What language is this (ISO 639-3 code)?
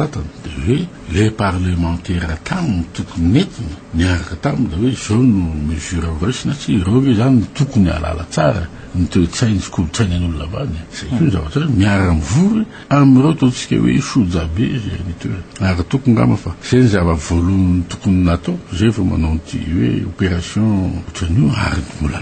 mlg